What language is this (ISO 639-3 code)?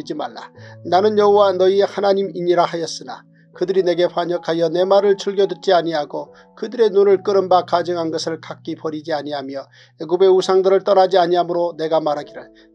kor